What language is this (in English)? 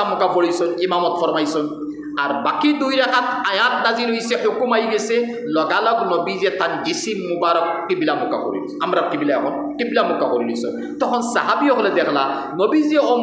Sylheti